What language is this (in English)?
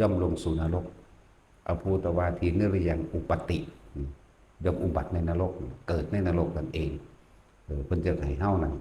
Northeastern Thai